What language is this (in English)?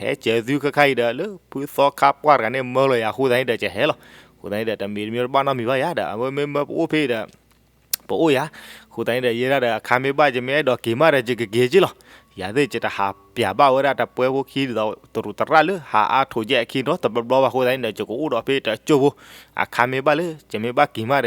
S'gaw Karen